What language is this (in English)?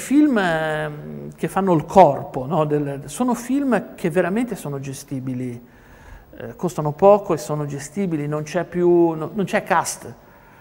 Italian